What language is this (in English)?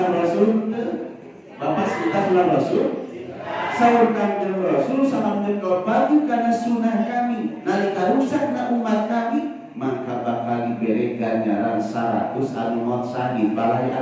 Sundanese